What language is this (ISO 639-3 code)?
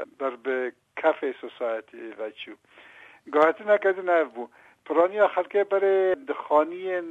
kur